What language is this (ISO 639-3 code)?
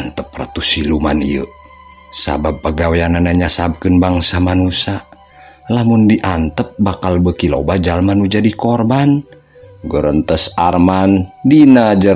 sun